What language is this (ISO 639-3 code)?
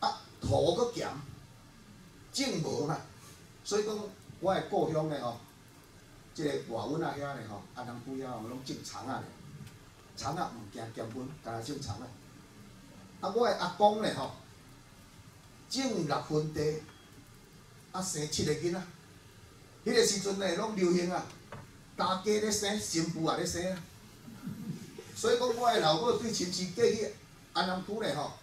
nan